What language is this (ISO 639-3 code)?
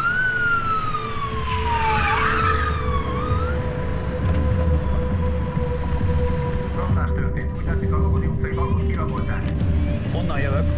hun